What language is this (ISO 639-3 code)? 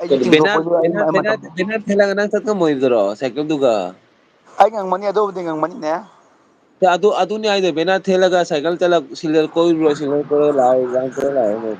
mni